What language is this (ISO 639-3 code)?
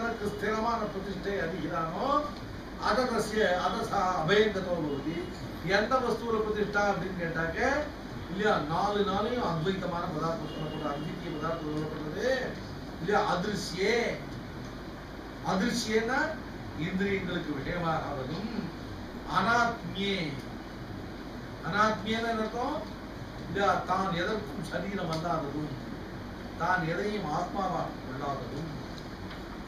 tam